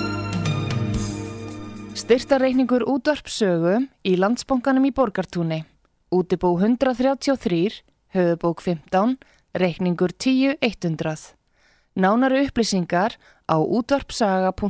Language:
Icelandic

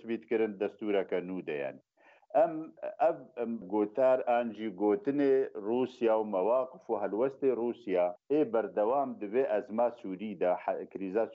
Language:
Kurdish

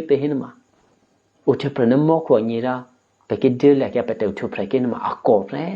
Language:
Eastern Kayah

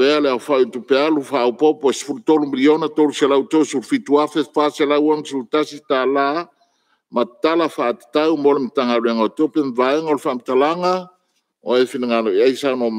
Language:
Samoan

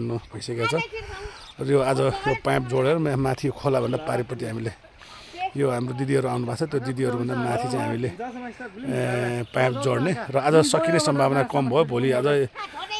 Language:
Nepali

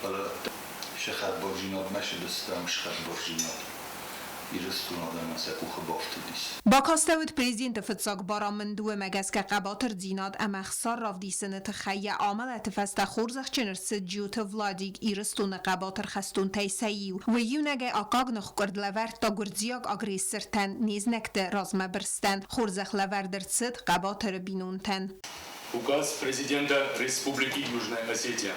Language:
Ossetic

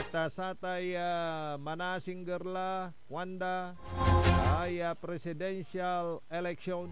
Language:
Pangasinan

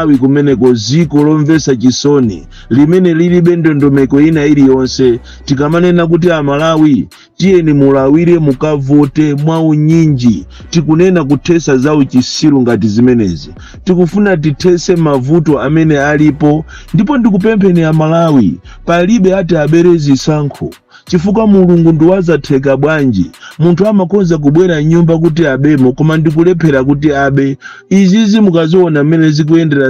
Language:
Nyanja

